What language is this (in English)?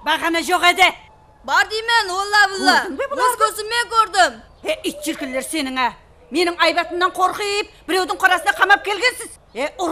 Kara-Kalpak